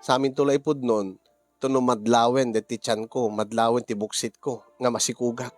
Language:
Iloko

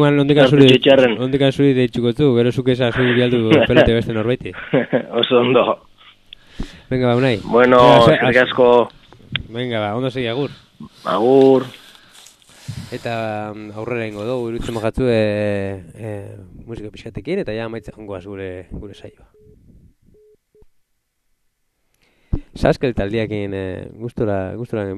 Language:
Basque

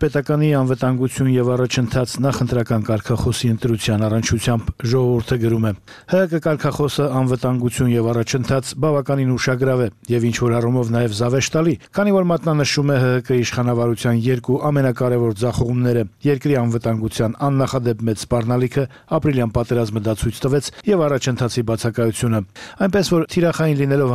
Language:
Armenian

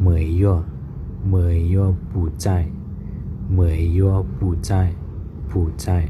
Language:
Shan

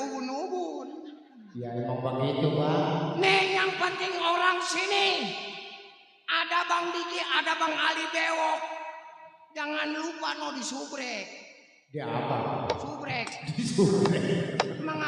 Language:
Betawi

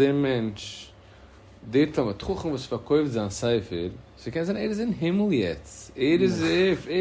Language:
Yiddish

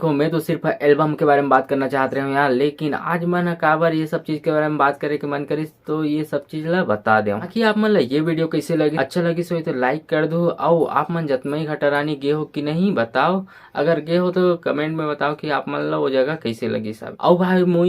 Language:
Chhattisgarhi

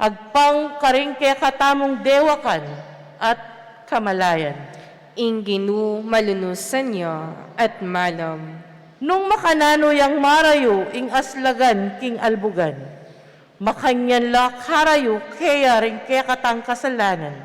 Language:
Pampanga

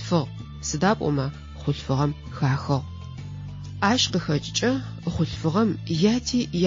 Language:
Adyghe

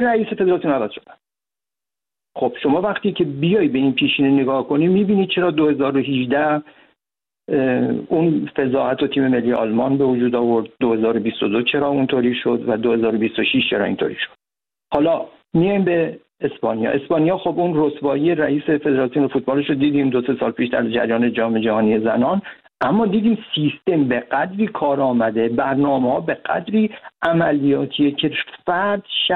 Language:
Persian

